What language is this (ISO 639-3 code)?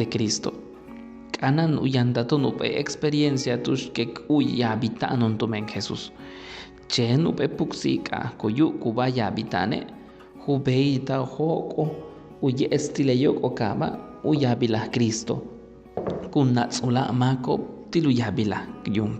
yua